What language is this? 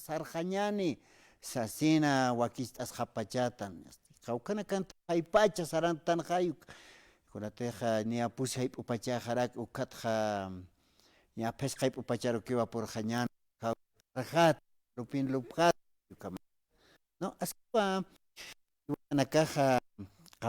Aymara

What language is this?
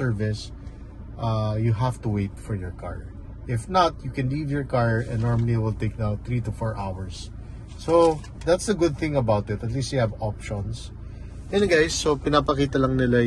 Filipino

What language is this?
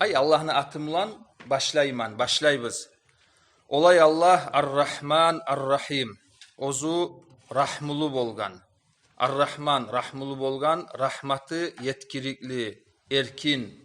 Kumyk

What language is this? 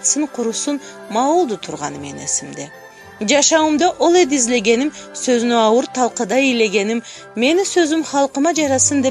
Karachay-Balkar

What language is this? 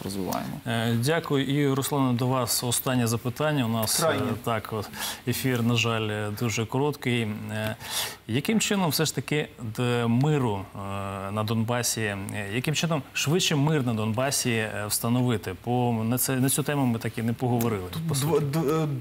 Ukrainian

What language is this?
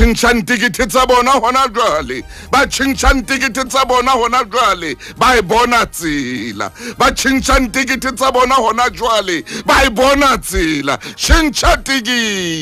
Southern Sotho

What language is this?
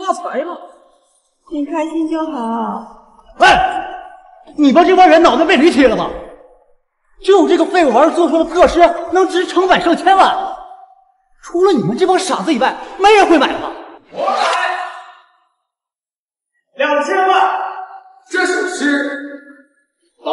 Chinese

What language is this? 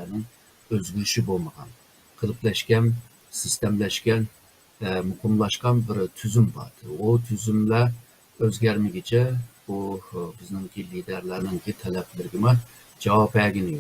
Uyghur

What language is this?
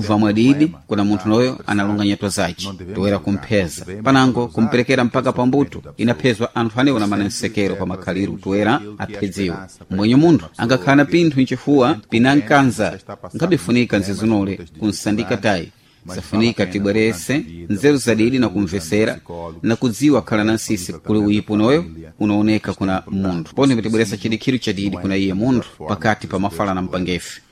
Sena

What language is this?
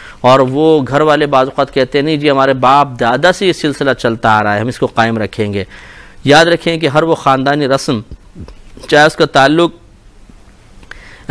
Urdu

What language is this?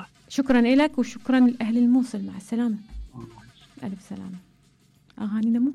Mesopotamian Arabic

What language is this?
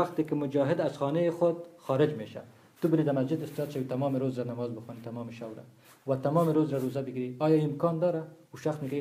Persian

